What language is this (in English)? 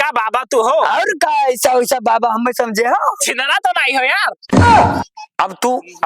Awadhi